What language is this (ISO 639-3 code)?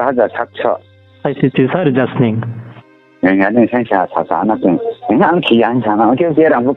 ria